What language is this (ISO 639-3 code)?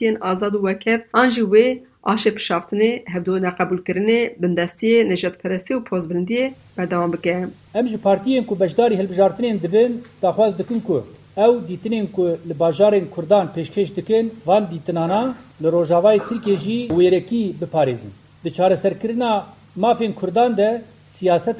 kur